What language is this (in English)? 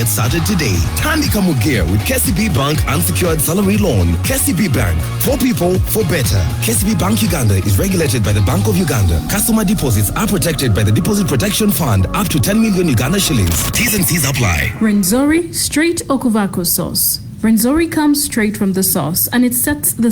Acoli